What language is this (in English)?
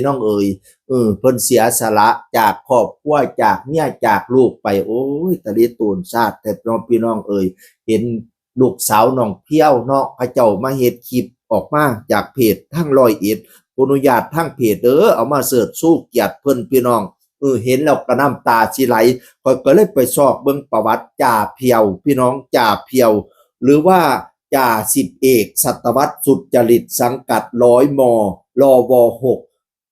Northeastern Thai